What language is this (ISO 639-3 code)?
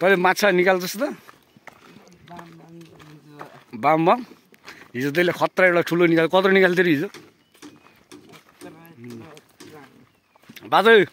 nep